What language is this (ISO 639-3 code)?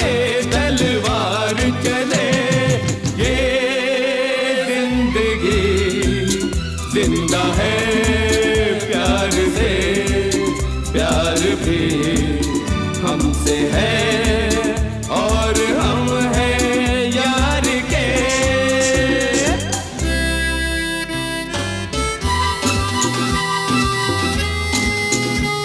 hin